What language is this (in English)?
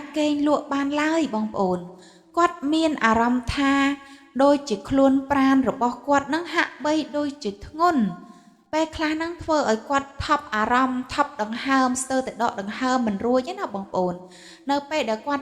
Khmer